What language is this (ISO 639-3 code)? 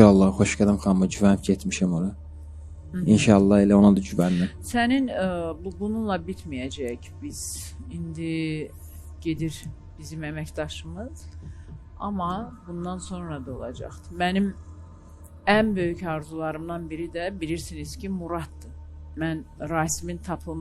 aze